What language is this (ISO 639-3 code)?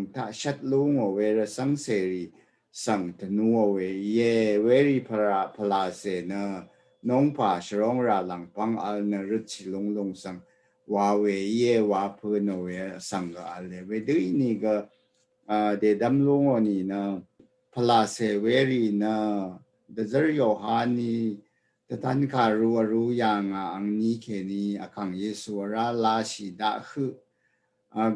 raw